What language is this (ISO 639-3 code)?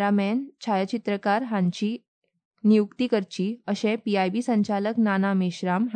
kok